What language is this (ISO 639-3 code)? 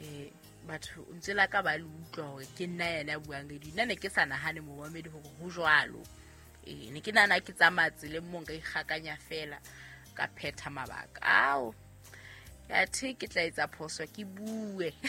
sot